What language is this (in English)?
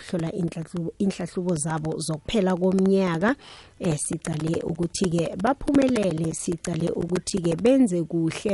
South Ndebele